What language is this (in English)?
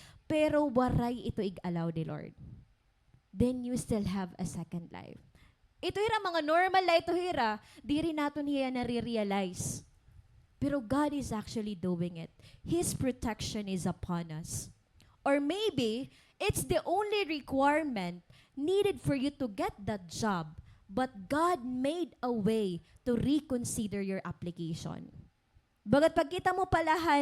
Waray